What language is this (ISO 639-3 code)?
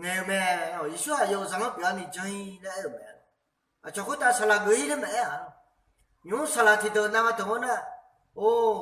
ahk